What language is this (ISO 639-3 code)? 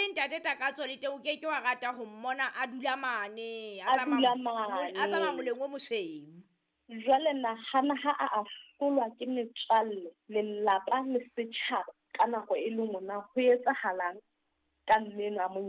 sot